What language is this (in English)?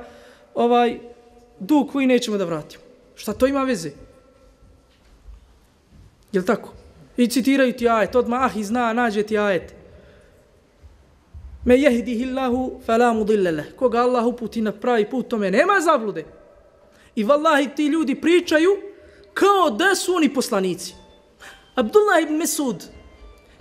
Bosnian